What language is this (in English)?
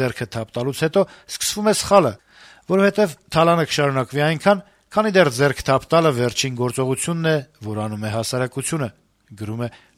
Armenian